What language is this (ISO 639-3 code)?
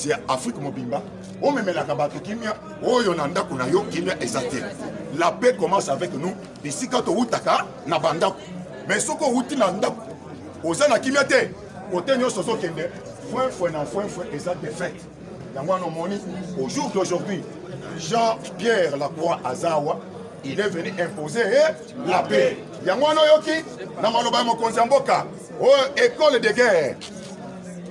lin